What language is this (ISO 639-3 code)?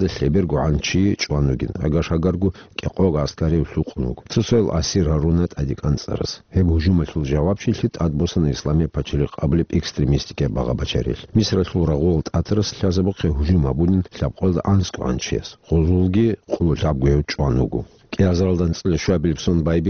ava